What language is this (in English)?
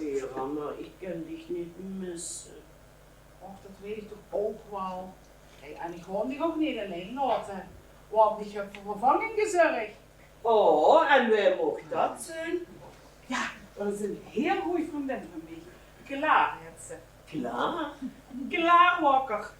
Limburgish